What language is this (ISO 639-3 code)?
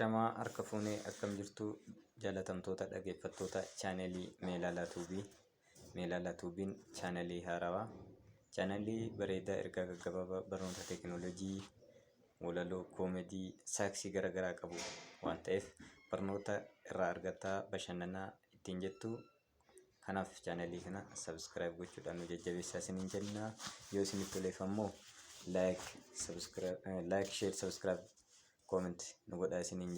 orm